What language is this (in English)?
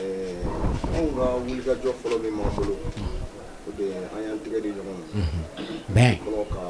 Bambara